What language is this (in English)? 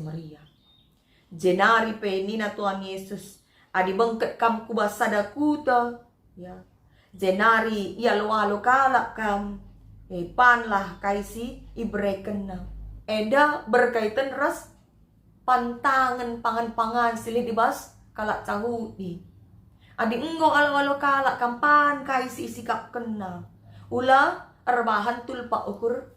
Batak Karo